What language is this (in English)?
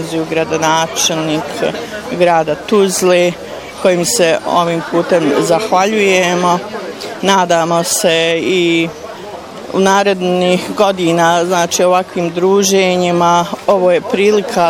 Bosnian